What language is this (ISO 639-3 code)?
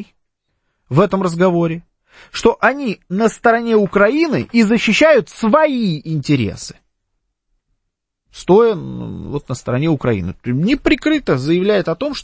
rus